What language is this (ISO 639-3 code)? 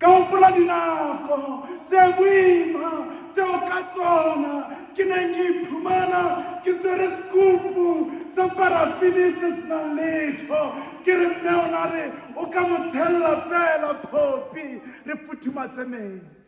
sot